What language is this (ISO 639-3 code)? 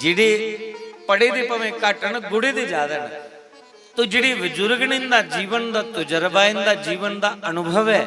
doi